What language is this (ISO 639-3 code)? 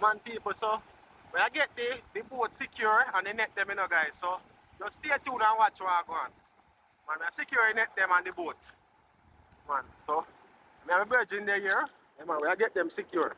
jam